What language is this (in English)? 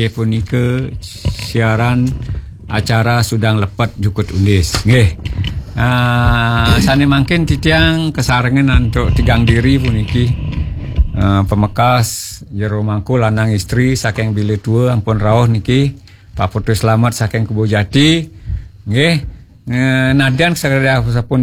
Balinese